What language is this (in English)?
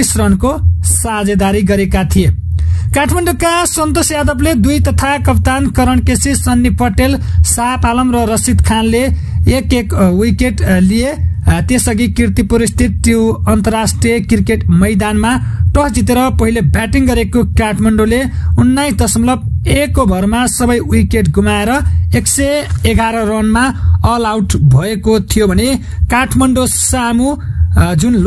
Nepali